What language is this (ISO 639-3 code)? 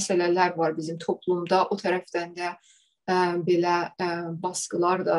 azb